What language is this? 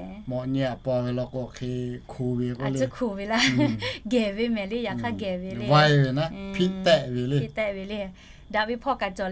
Lahu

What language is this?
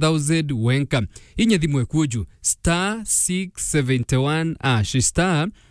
Meru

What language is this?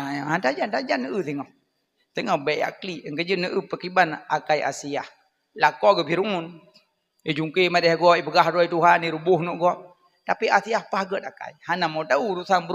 Achinese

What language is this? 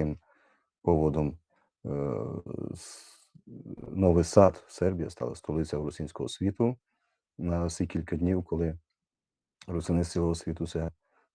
Rusyn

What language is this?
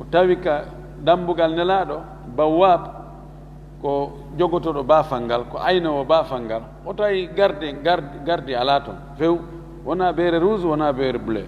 Fula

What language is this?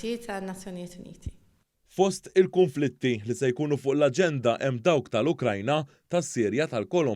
Maltese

